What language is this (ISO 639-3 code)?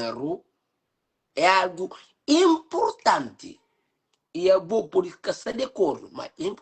kea